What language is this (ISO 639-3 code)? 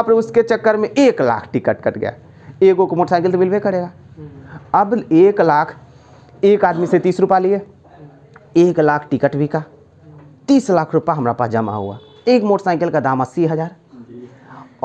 hin